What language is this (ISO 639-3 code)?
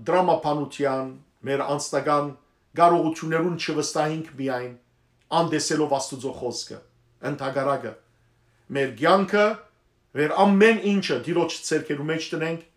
hyw